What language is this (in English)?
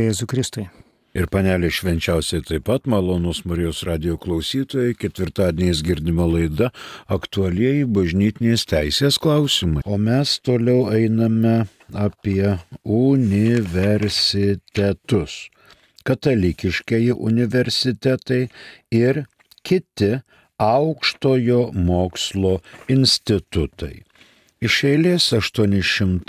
Lithuanian